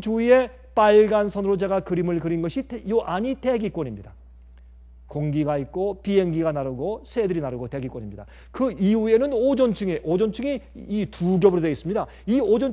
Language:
Korean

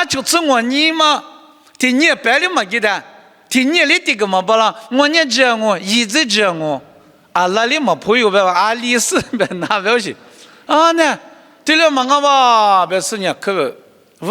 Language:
Lisu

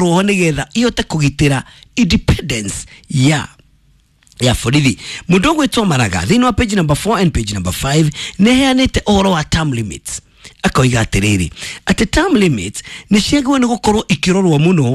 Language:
Kikuyu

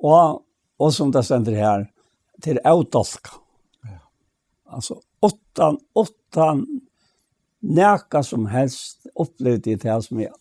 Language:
Faroese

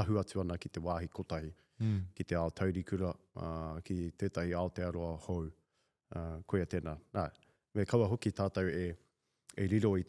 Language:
Māori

